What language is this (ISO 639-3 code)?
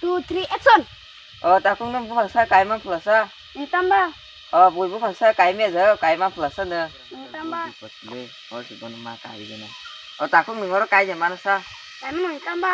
trp